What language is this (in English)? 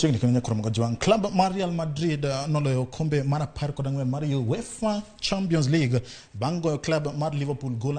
Luo (Kenya and Tanzania)